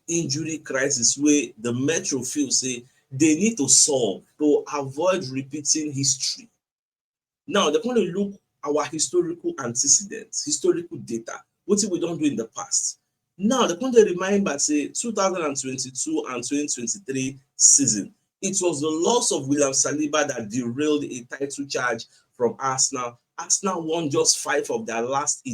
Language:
Nigerian Pidgin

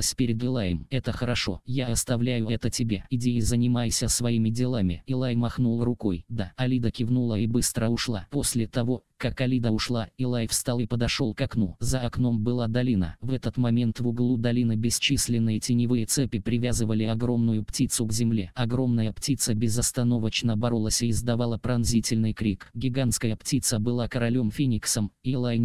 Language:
Russian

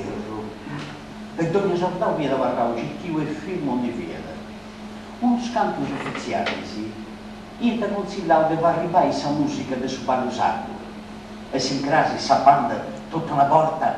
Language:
Sardinian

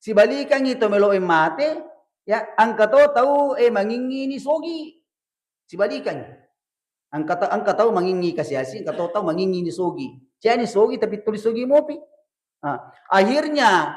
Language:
Buginese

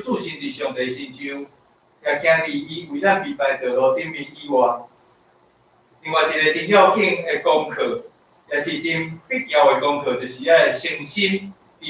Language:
Min Nan Chinese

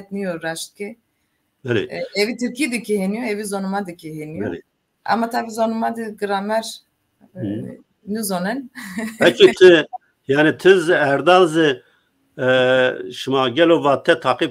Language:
Zaza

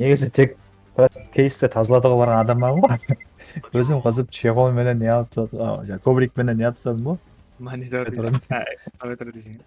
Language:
Kara-Kalpak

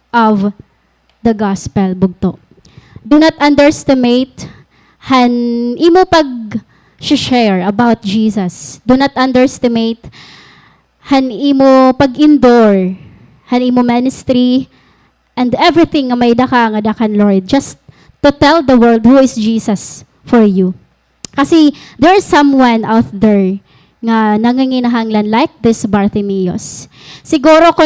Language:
Waray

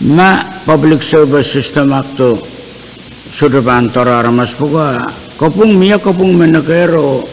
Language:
Pohnpeian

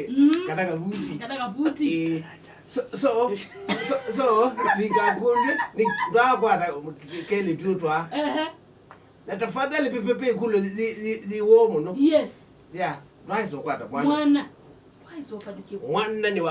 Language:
Kamba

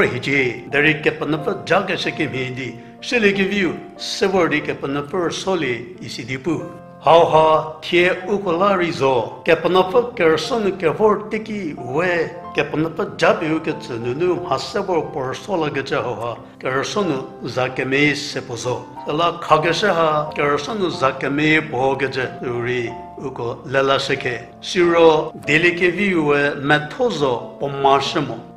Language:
Angami Naga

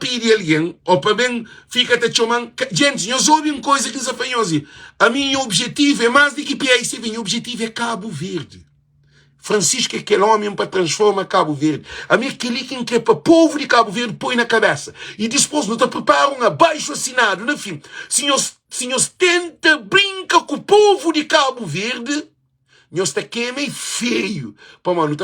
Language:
Kabuverdianu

